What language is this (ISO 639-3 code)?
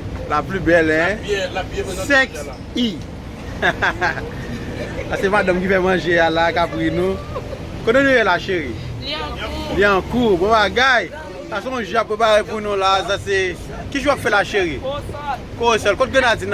hat